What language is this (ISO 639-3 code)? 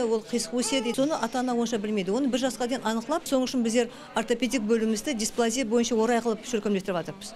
kaa